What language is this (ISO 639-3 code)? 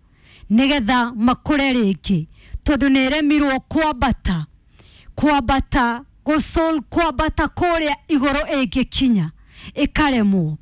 kik